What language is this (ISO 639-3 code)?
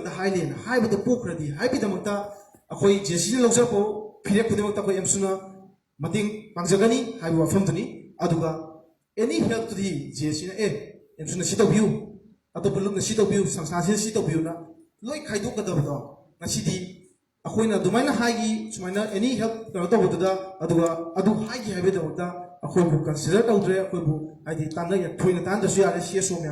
mni